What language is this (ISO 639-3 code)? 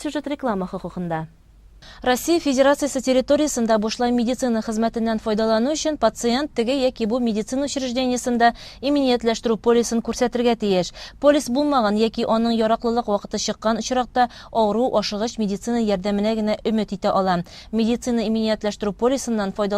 tat